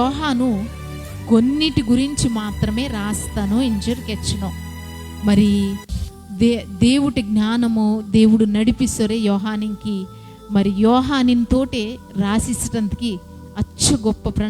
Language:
Koya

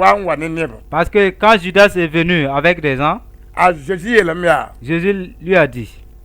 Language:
Mossi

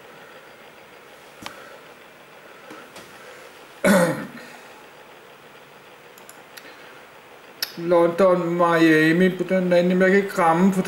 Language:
Danish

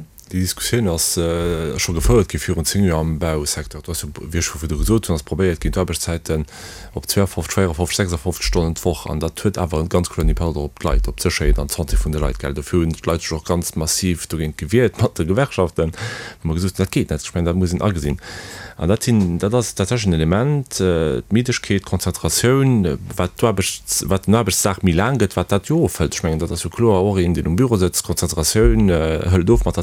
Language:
Luxembourgish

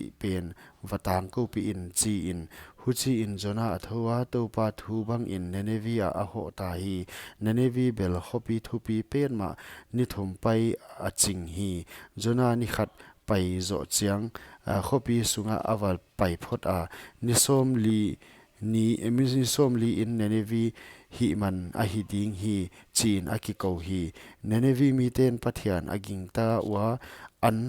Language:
Paite Chin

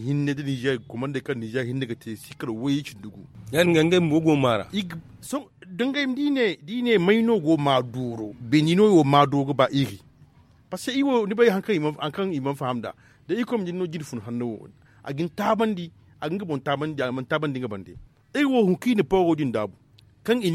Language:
Zarma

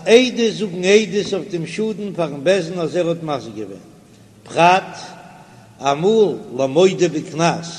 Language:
Yiddish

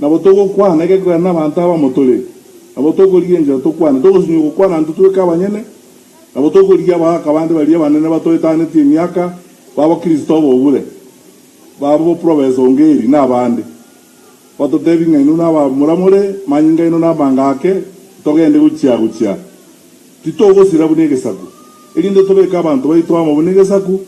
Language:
Gusii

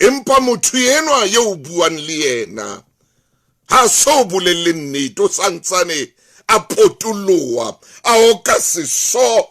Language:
Southern Sotho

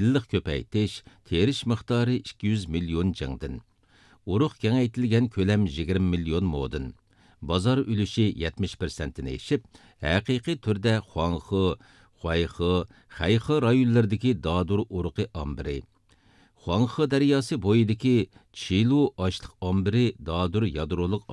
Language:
Uyghur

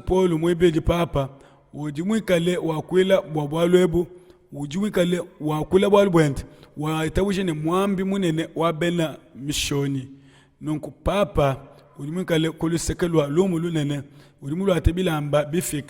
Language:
Luba-Lulua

